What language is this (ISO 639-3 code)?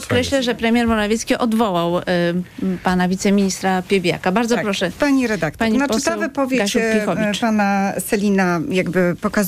pol